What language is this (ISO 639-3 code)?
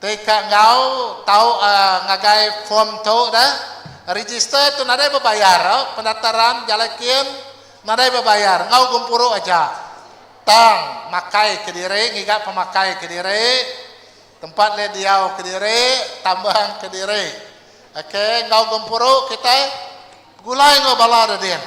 iba